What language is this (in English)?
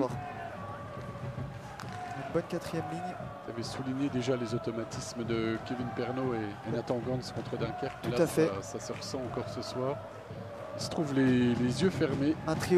French